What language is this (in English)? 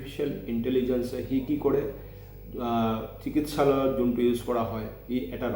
Assamese